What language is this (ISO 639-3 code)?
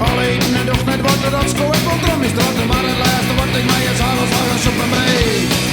fry